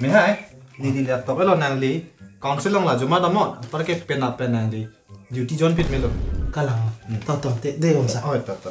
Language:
Karbi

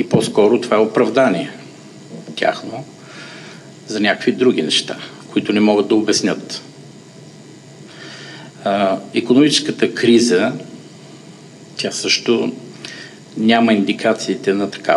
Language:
Bulgarian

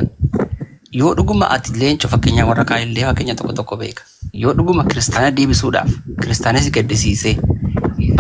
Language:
Oromo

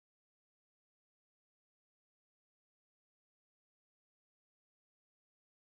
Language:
Kannada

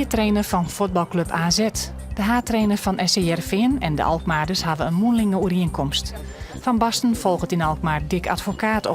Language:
Western Frisian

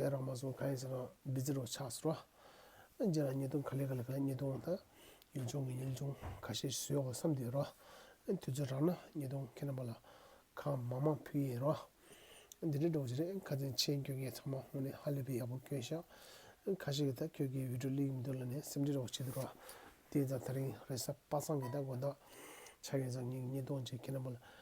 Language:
Tibetan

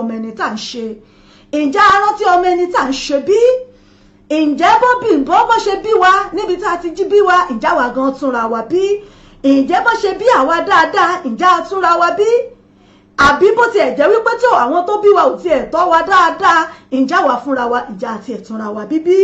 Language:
Yoruba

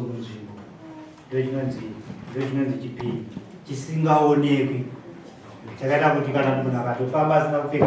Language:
Shona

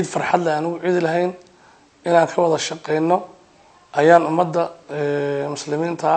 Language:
Somali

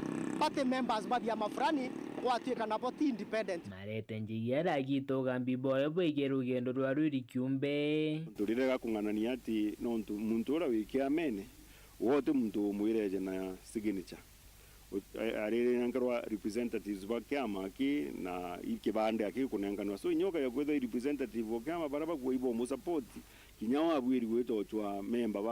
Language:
Meru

